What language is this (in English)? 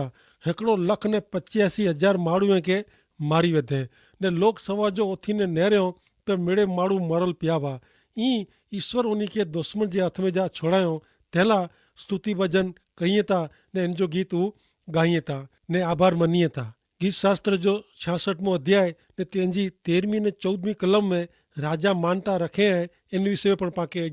Kachhi